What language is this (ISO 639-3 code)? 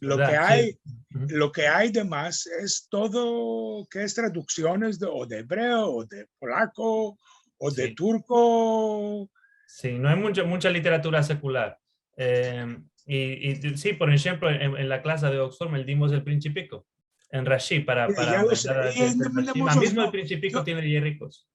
lad